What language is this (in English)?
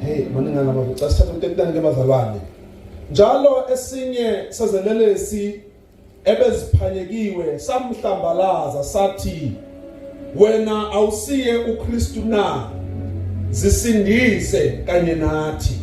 Zulu